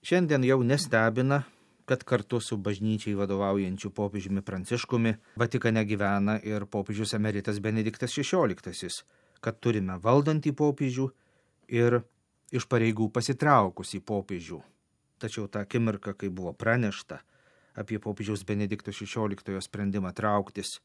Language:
Lithuanian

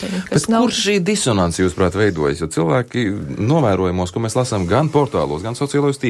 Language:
Latvian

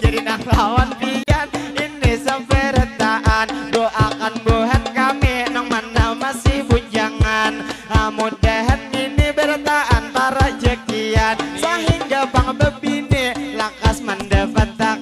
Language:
Banjar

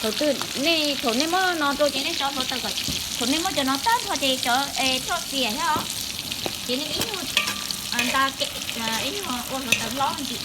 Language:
Hmong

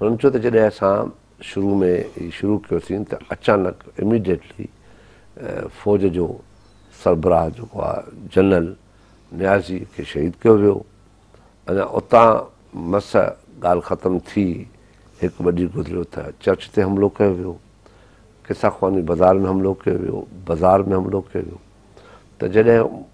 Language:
Sindhi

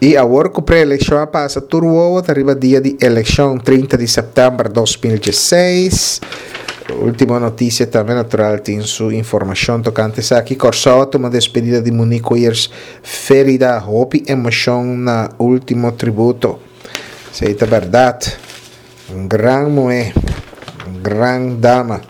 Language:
Papiamento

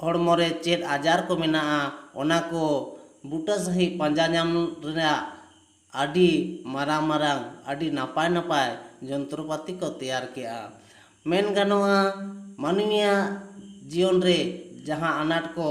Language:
Santali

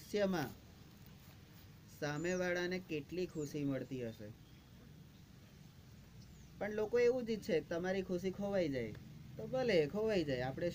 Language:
Gujarati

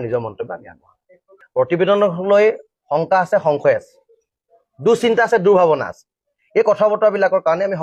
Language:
Assamese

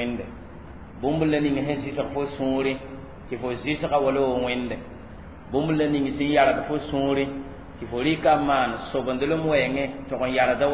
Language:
Mossi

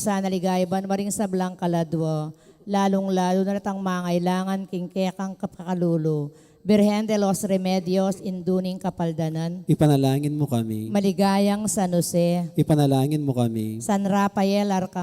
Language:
Pampanga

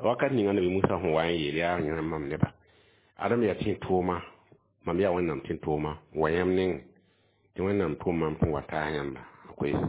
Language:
Mossi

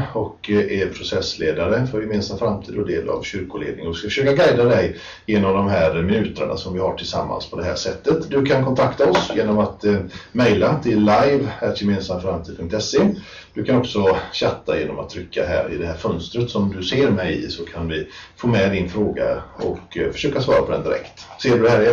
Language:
Swedish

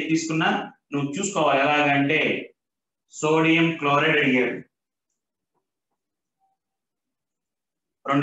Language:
Telugu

